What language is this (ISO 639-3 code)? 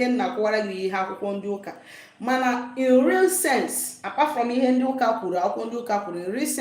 ibo